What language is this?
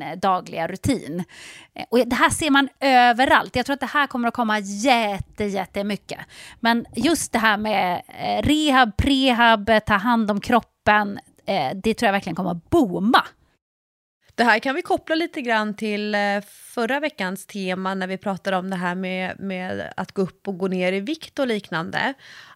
Swedish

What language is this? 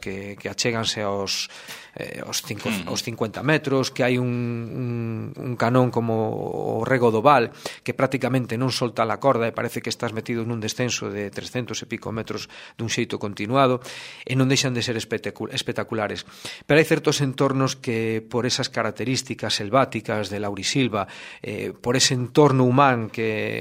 Galician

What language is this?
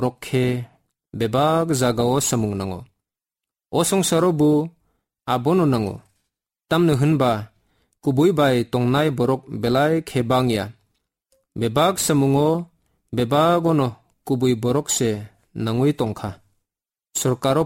Kok Borok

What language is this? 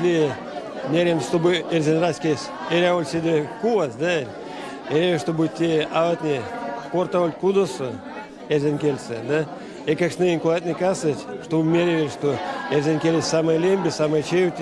Erzya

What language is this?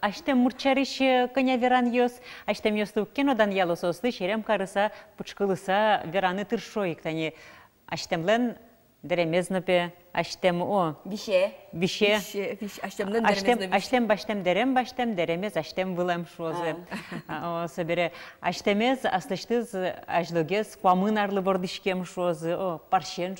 Udmurt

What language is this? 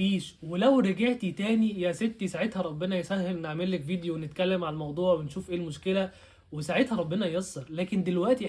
Egyptian Arabic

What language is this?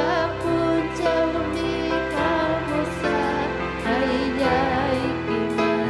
Ayacucho Quechua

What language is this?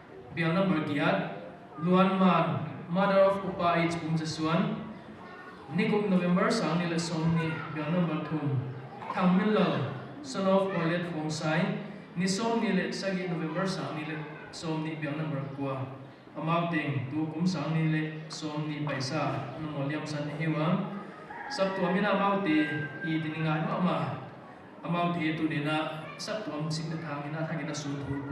Paite Chin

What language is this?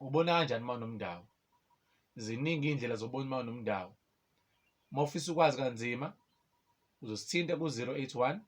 Zulu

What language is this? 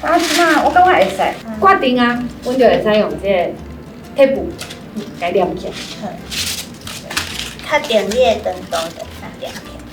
Min Nan Chinese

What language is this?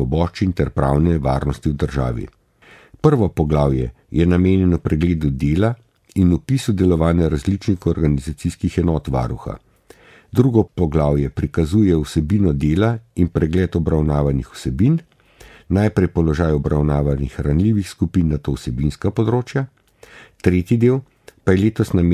Slovenian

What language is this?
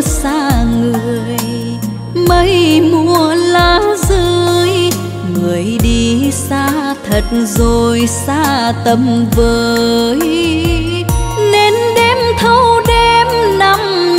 Vietnamese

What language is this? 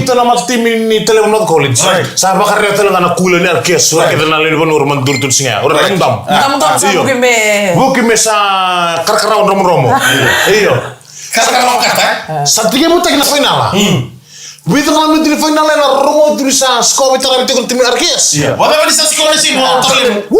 Fijian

